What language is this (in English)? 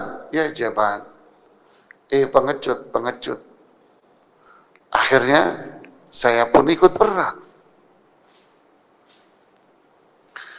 Indonesian